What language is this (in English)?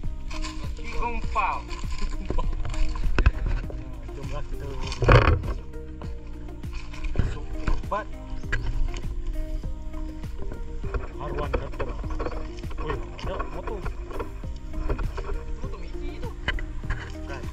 Malay